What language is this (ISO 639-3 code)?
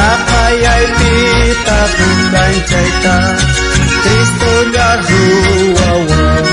quh